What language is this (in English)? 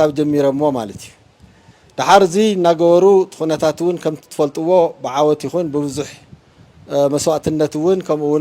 Tigrinya